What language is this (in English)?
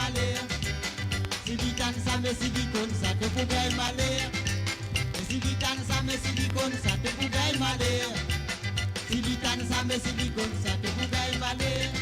Morisyen